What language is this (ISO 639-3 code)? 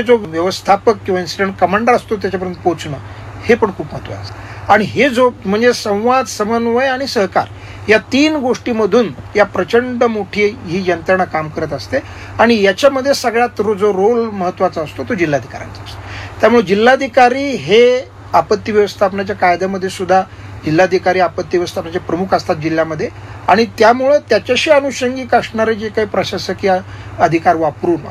mar